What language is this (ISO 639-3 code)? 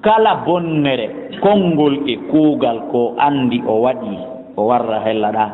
ful